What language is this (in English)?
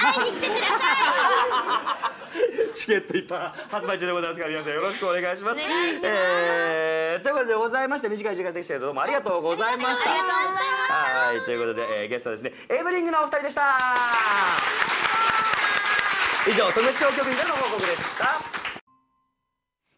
Japanese